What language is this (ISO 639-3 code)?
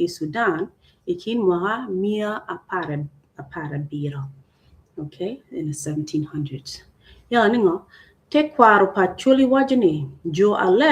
ach